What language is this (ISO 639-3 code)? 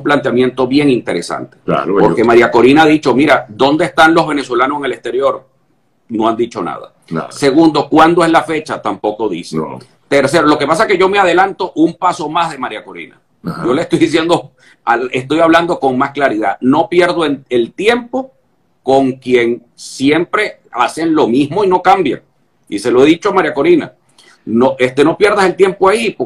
spa